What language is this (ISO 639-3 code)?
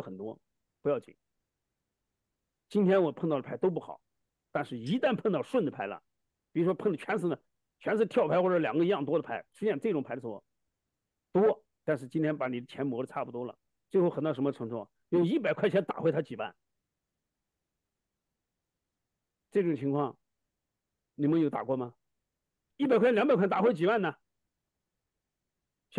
zho